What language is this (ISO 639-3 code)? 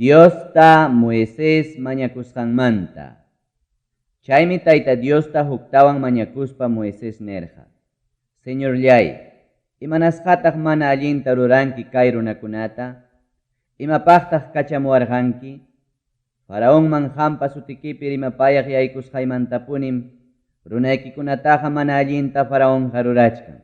quy